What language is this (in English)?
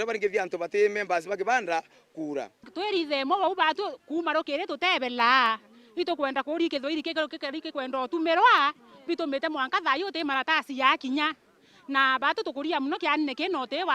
Meru